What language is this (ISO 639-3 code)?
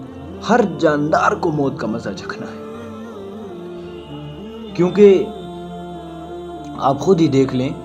urd